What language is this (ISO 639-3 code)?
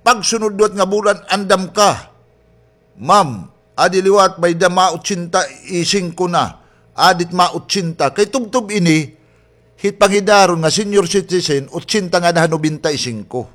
war